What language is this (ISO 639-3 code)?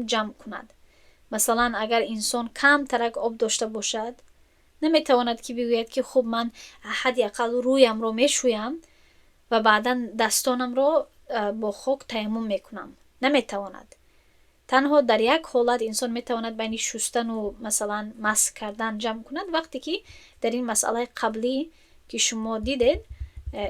tgk